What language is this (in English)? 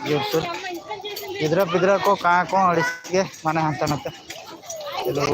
Santali